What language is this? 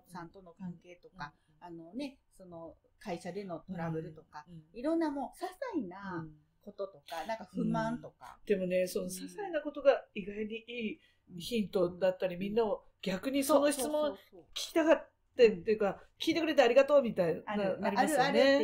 Japanese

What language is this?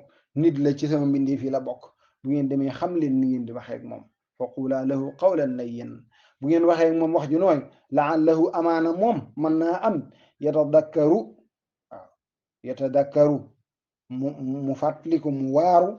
Wolof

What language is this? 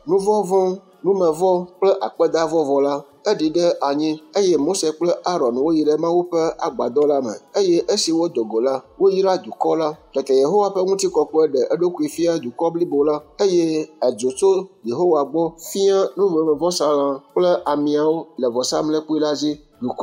Ewe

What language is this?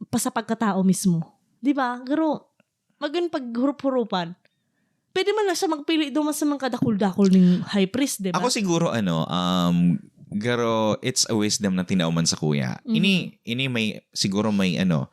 Bikol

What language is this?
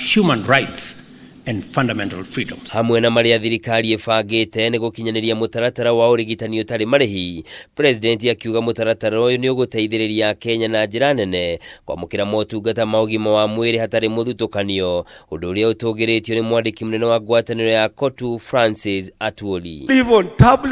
Kikuyu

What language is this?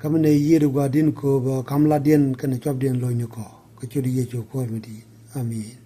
Nuer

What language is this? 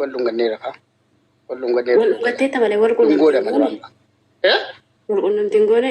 Oromo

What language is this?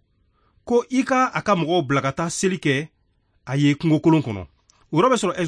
Bambara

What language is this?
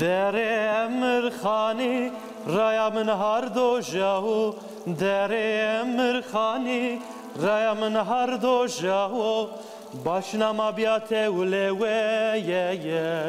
Zaza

